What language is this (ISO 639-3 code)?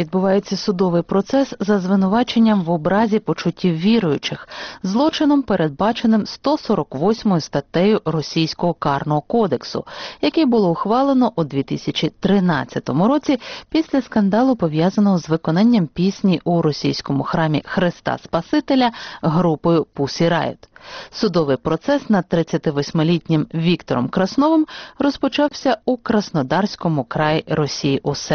ukr